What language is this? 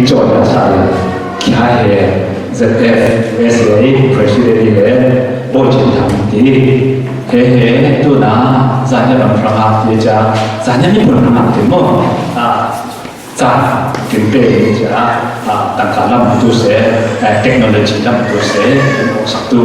Falam Chin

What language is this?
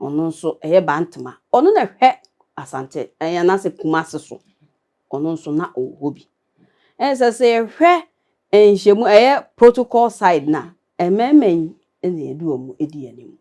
Akan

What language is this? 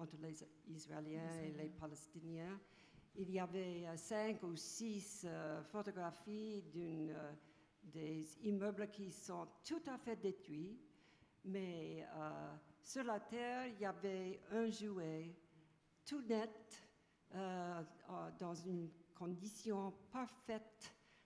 French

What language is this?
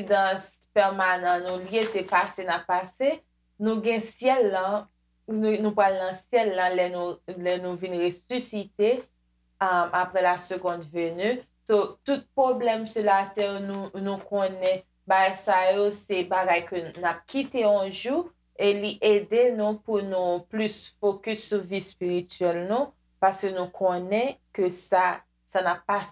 Haitian Creole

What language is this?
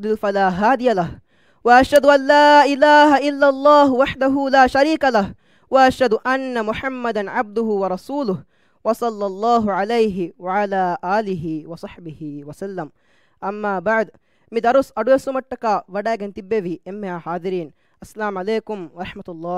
Divehi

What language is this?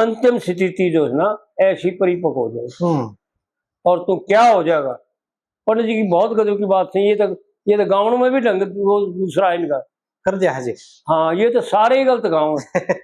Haryanvi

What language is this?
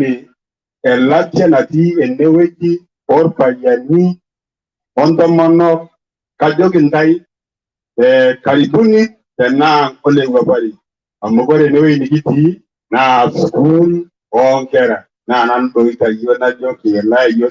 Masai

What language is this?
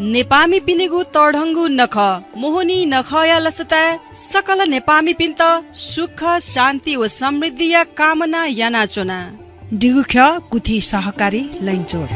Newari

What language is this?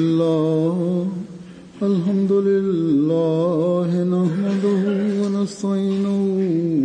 Bosnian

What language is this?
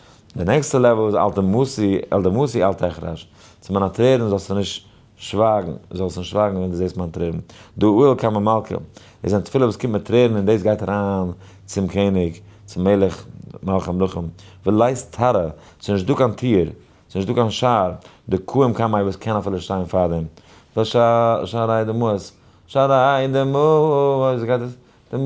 Yiddish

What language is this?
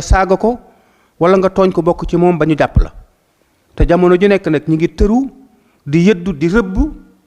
Wolof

